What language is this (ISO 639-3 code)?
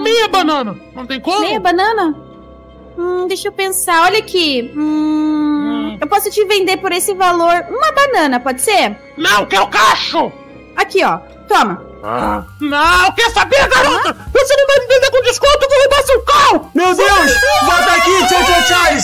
por